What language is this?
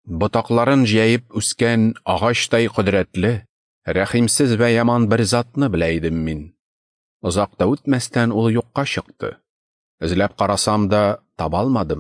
Tatar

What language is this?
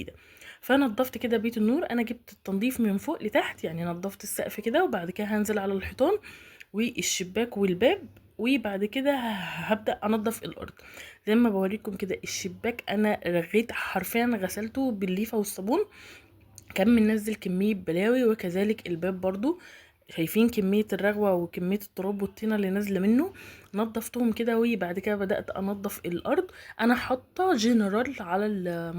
Egyptian Arabic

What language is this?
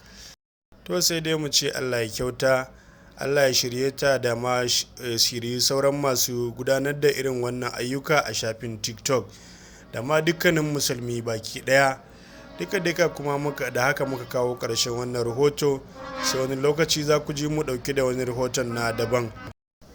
Hausa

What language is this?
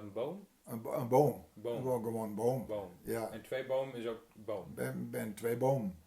Gronings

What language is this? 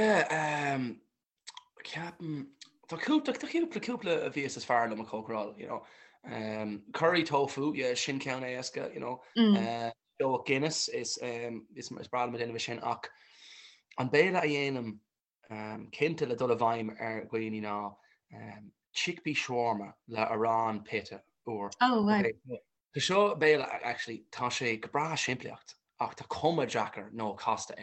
Irish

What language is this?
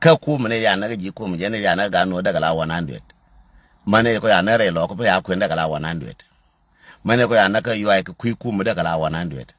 Nuer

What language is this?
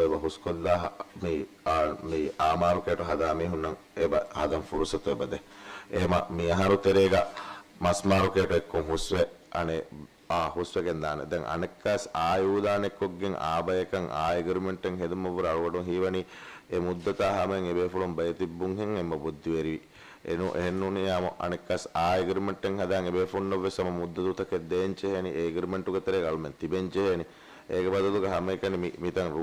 Divehi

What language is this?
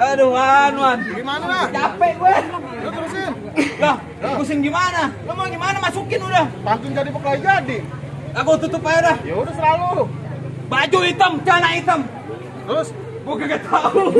Betawi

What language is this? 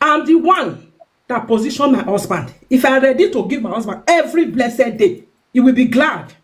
Nigerian Pidgin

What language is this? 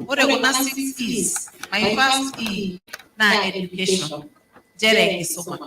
Masai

